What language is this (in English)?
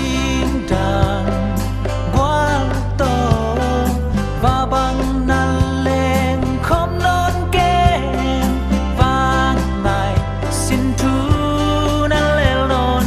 Tedim Chin